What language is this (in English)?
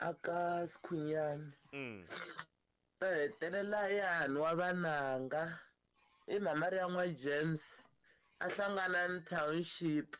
Tsonga